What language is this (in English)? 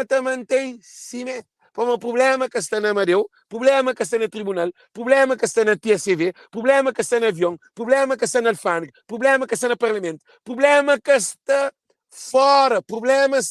Kabuverdianu